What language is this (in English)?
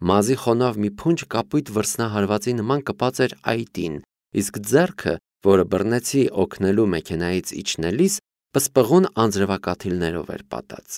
Armenian